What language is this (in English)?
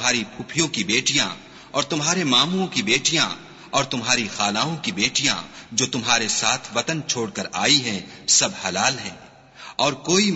Urdu